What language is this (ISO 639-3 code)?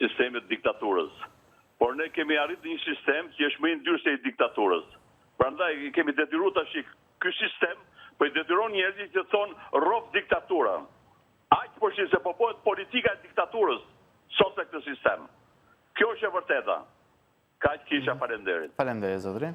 sqi